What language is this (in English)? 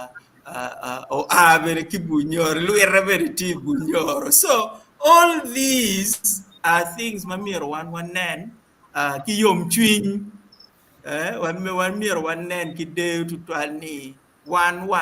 Acoli